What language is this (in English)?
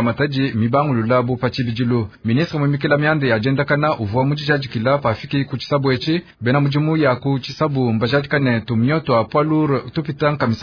Luba-Lulua